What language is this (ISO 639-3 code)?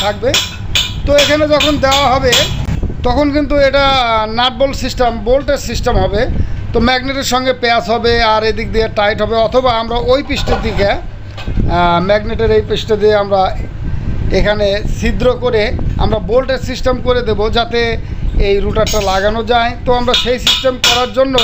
ben